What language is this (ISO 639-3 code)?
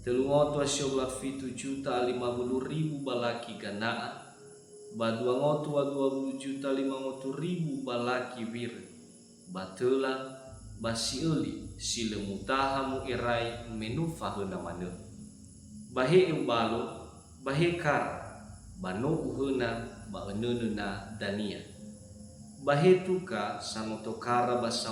nia